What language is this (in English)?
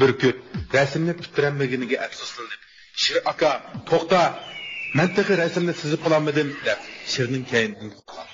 Uyghur